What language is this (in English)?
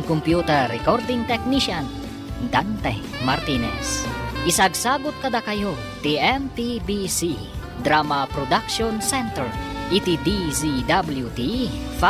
Iloko